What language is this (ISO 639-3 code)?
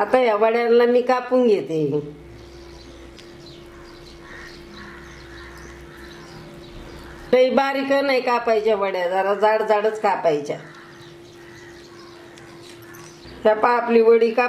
mar